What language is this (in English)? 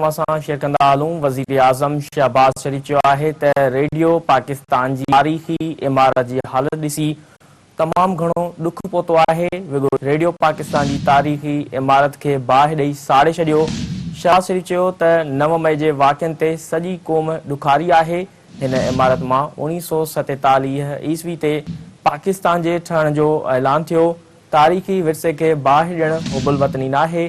Sindhi